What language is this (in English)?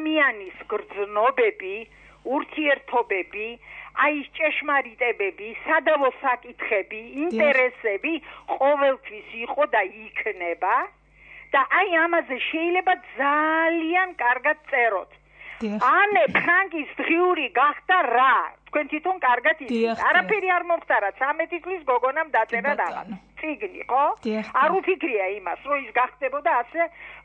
Georgian